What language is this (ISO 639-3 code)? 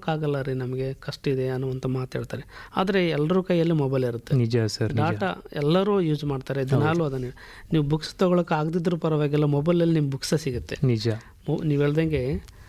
kan